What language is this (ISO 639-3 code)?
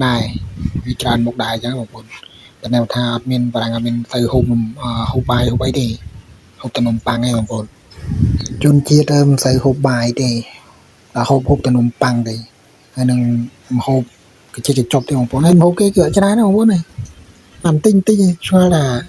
khm